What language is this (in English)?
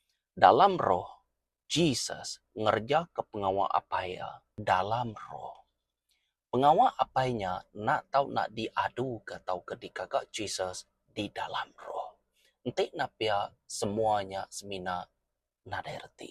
Iban